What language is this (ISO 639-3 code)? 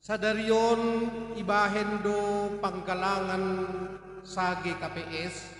bts